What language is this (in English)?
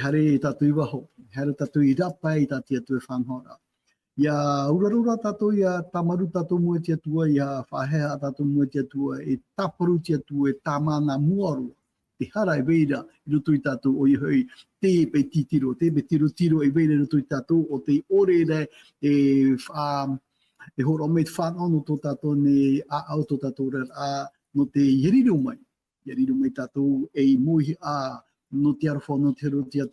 Tahitian